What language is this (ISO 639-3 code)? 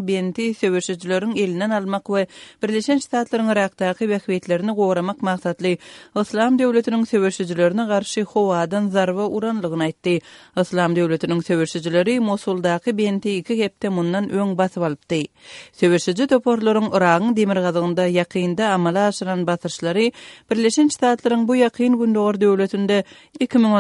kir